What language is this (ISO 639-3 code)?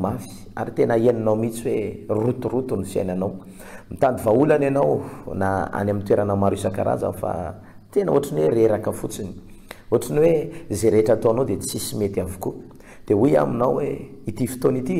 mlg